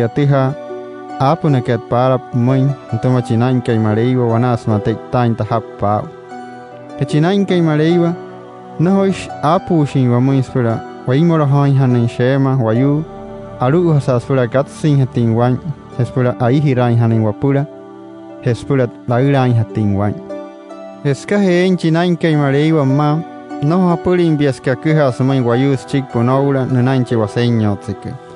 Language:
Wayuu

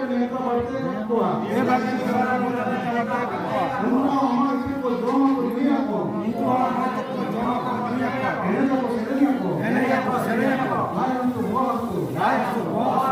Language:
Santali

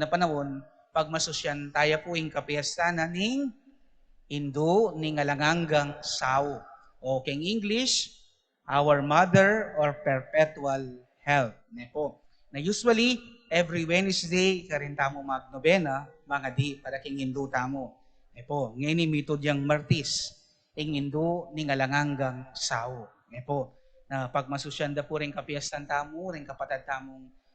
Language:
Pampanga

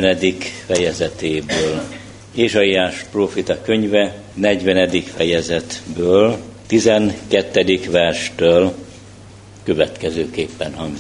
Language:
Hungarian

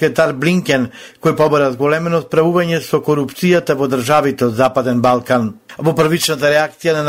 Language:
Macedonian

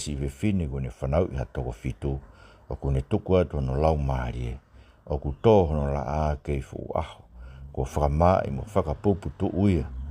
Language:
Tongan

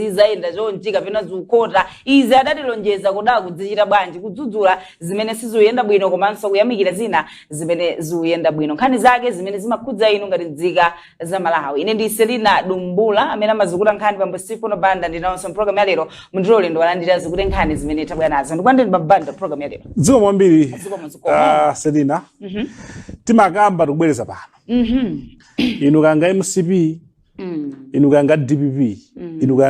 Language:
Nyanja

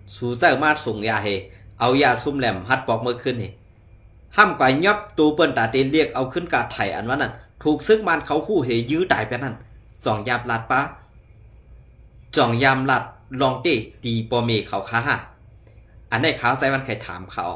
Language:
Shan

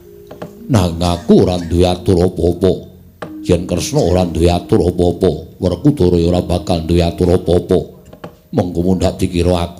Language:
Javanese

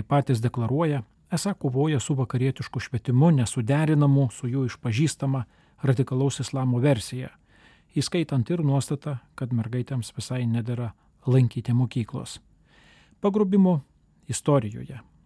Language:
Lithuanian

